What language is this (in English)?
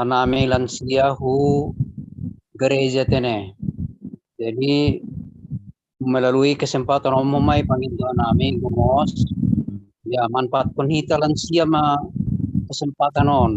Batak Simalungun